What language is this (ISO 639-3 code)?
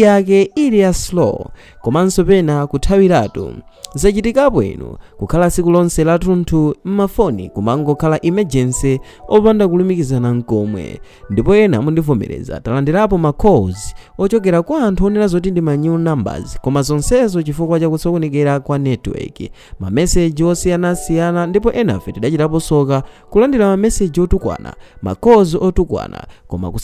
nya